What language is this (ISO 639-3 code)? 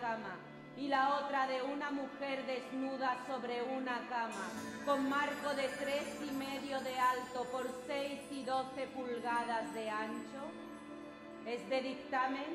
spa